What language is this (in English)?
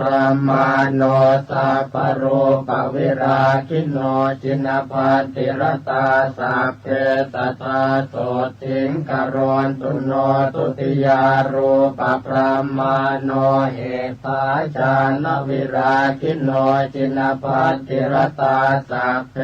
Pali